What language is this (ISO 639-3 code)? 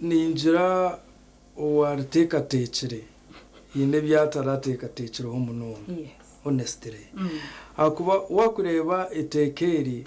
nyn